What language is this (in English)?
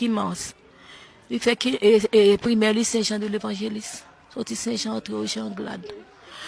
Haitian Creole